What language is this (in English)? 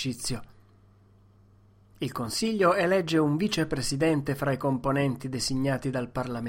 Italian